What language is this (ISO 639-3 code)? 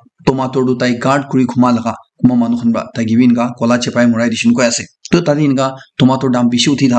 nag